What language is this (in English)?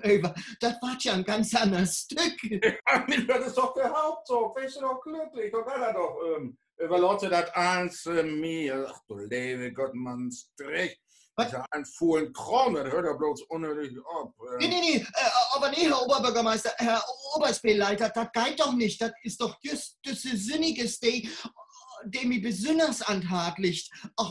Low German